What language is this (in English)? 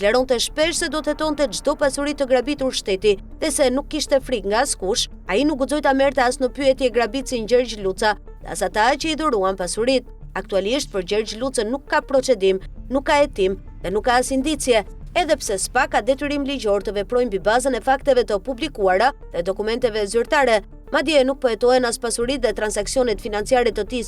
Albanian